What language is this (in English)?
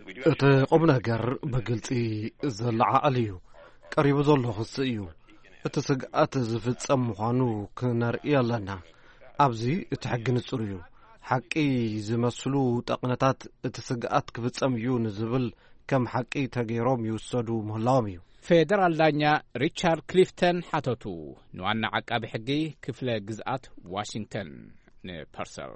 Tigrinya